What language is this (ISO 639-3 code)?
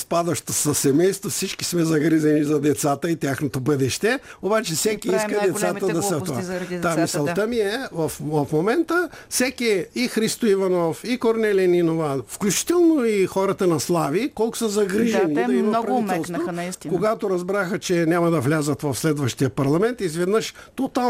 bul